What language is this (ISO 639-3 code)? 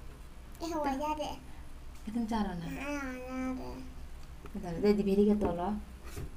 mni